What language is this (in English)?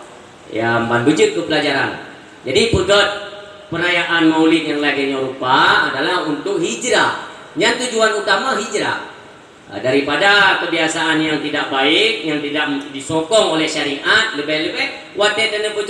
Achinese